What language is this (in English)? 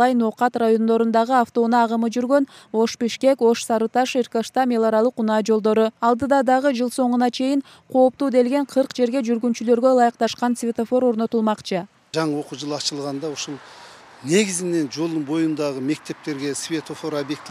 Kyrgyz